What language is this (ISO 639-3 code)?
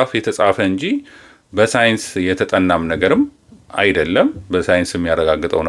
amh